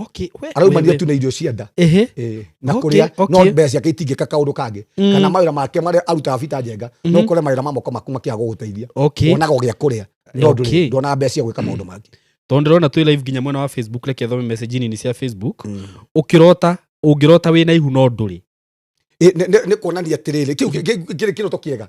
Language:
Kikuyu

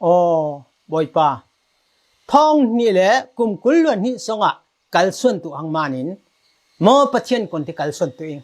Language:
Falam Chin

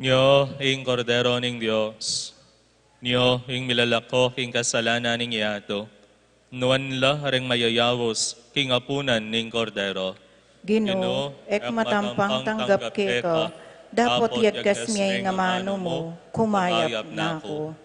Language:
Pampanga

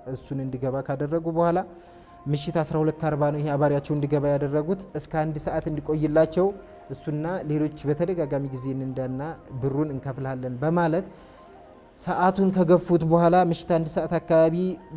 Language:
Amharic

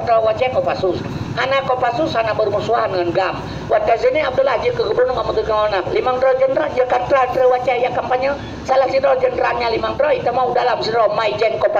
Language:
Achinese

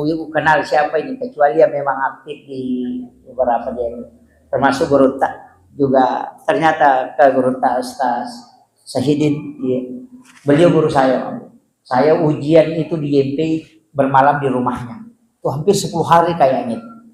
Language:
Buginese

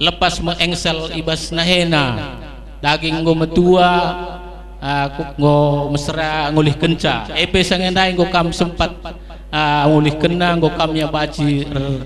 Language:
Batak Karo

